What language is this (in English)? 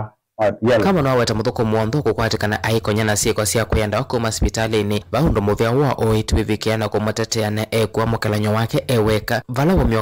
Kamba